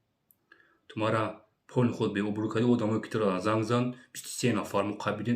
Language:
Tajik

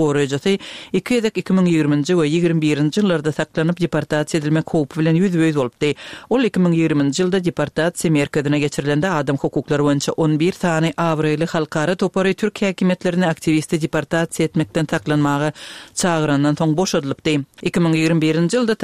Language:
Turkmen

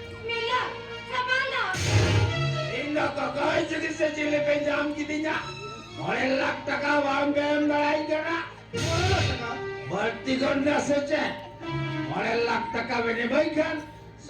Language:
Santali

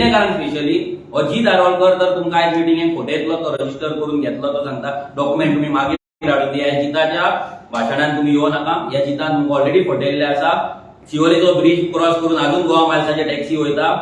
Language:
Konkani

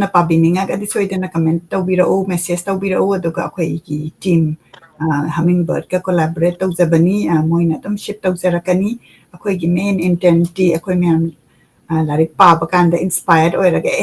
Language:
Manipuri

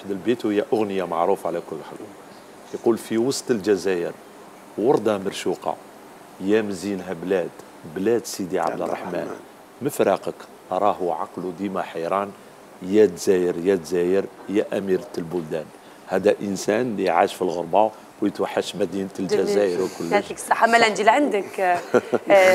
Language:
Algerian Arabic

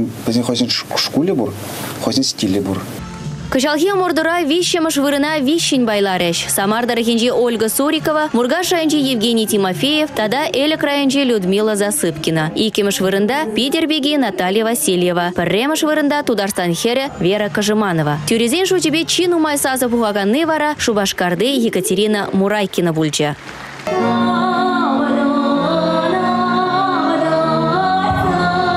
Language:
Chuvash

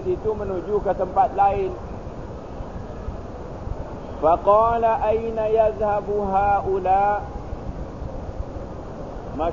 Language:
Malay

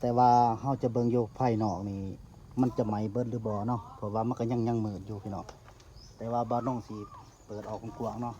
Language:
Northeastern Thai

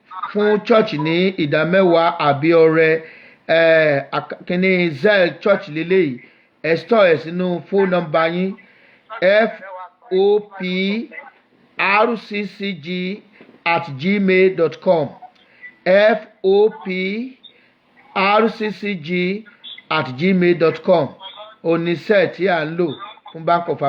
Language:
Yoruba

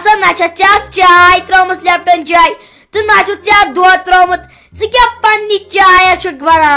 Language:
Kashmiri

